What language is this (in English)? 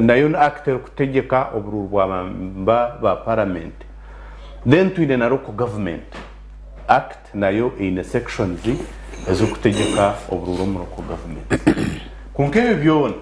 Nyankole